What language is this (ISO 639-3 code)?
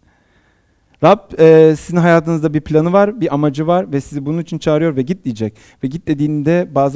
tur